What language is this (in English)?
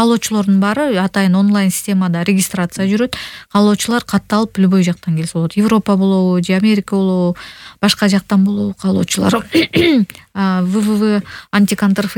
Kyrgyz